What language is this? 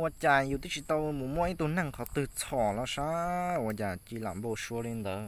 Hmong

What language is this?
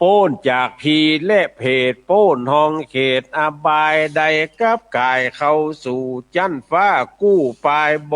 Northern Thai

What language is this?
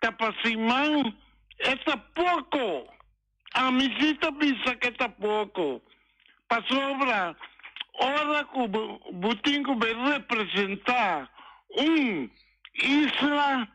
Papiamento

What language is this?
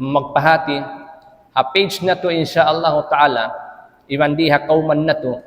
Tausug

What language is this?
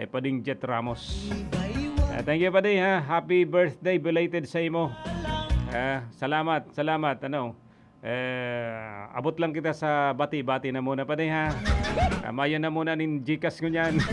Bikol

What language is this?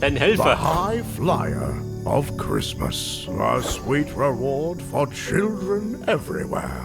Bavarian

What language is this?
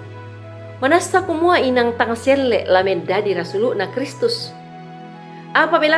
Toraja-Sa'dan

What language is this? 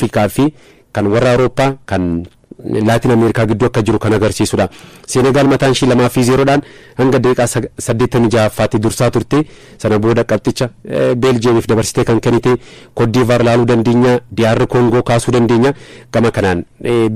Oromo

